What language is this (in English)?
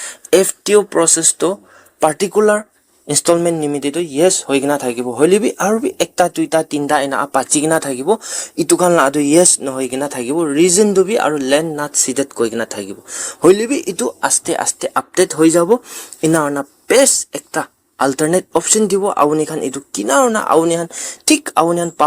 Naga Pidgin